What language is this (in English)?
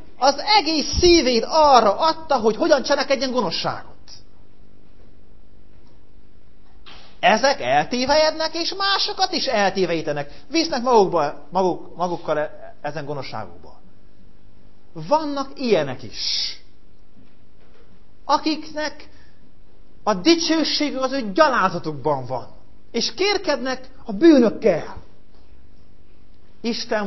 Hungarian